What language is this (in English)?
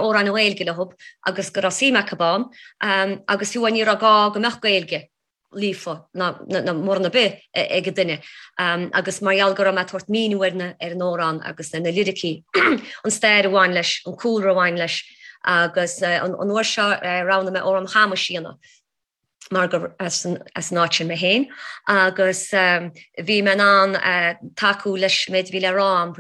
Irish